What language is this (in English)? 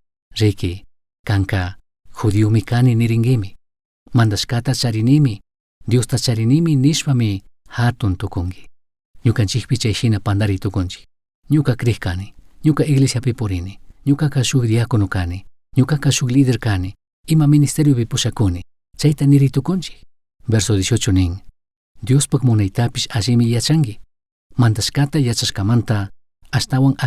Chimborazo Highland Quichua